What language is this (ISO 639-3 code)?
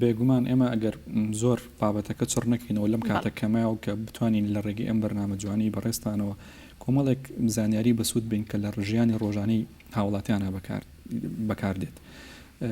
ckb